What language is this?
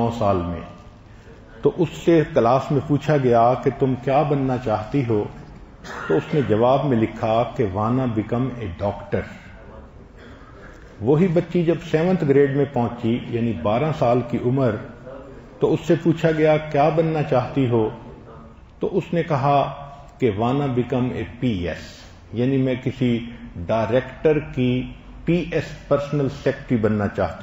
Urdu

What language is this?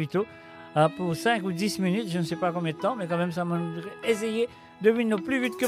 Morisyen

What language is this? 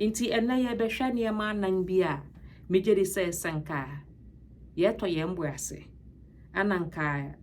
Akan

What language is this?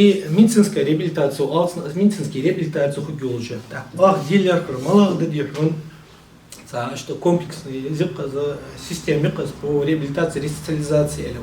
Ingush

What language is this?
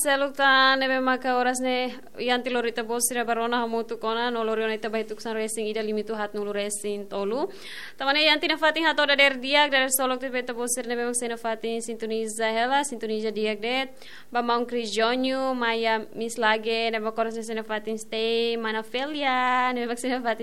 Tetum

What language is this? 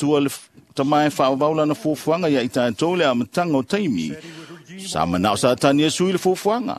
Samoan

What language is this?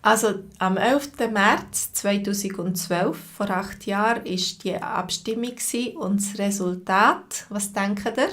Swiss German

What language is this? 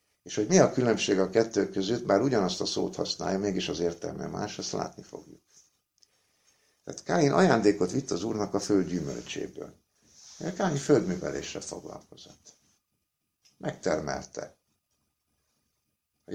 Hungarian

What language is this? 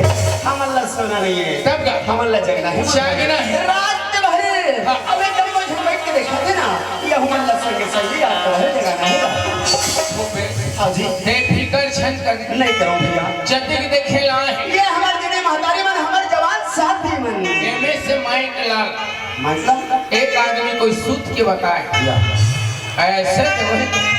Chhattisgarhi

